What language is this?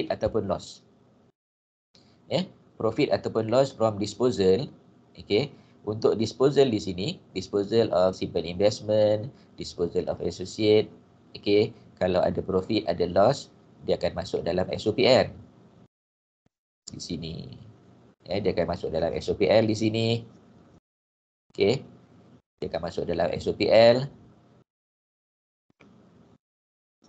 Malay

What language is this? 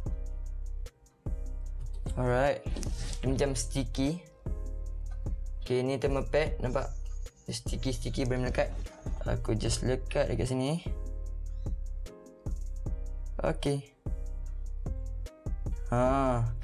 Malay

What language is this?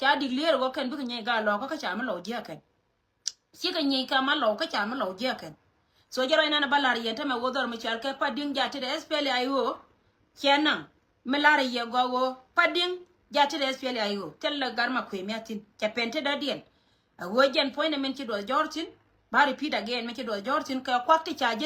Nuer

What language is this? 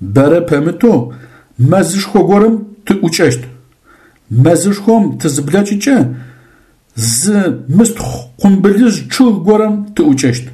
Adyghe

